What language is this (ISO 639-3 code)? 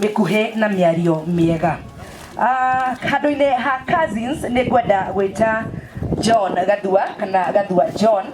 kik